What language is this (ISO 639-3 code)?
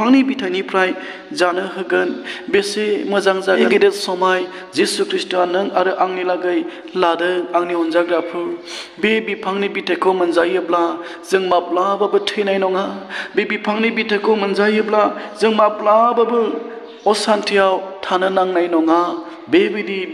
brx